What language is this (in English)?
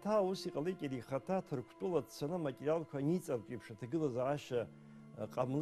Abkhazian